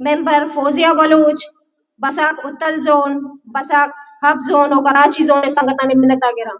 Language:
Baluchi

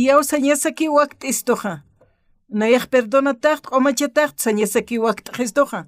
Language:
Aymara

